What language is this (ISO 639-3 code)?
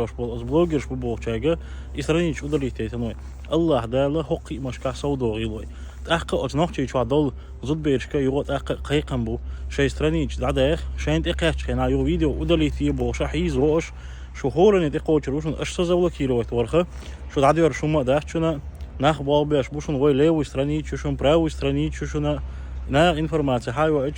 che